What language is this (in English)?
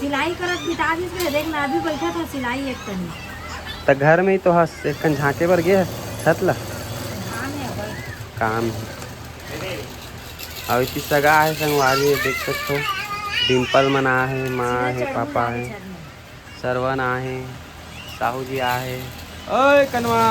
Chhattisgarhi